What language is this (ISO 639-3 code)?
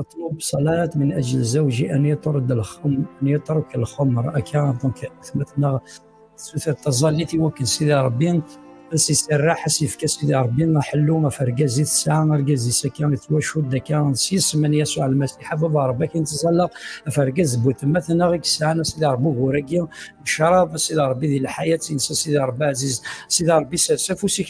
kab